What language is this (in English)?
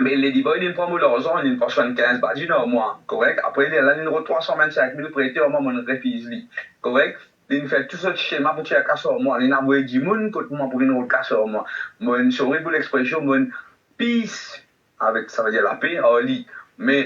Morisyen